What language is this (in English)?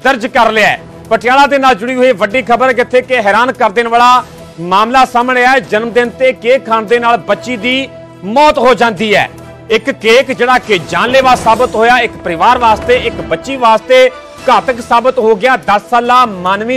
Punjabi